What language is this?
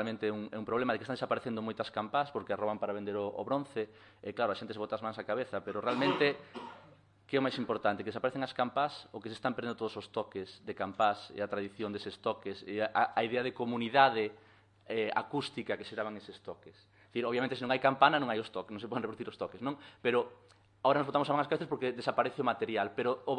Galician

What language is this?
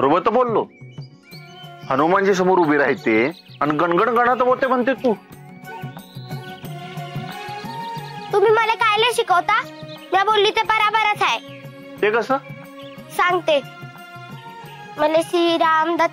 Marathi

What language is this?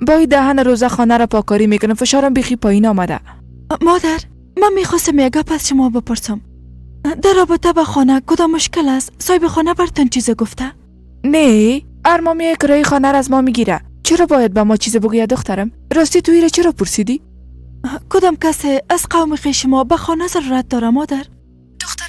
Persian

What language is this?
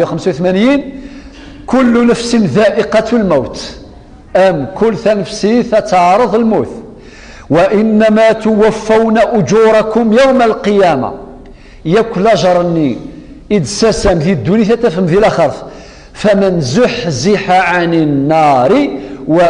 Kabyle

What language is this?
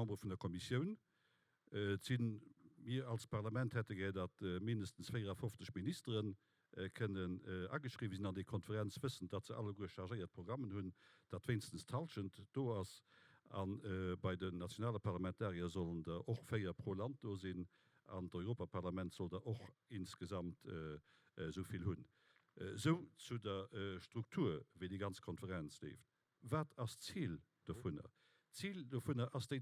Luxembourgish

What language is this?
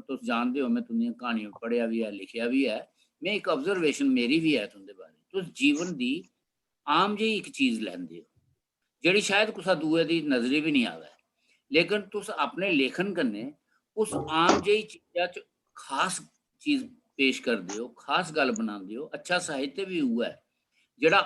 Dogri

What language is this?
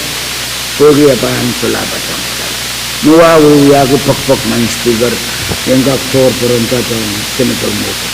Pohnpeian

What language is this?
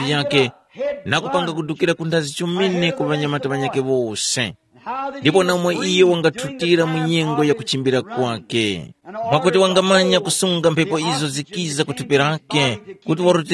Tumbuka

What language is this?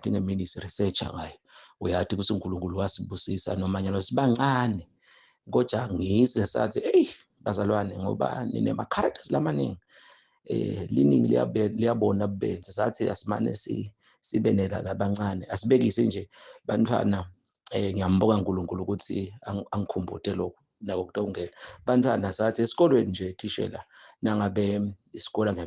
Zulu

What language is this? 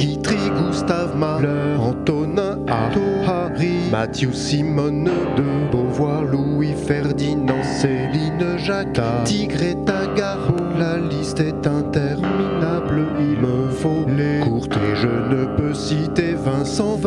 French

